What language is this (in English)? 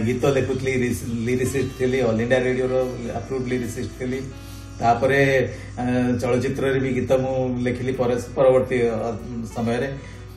Odia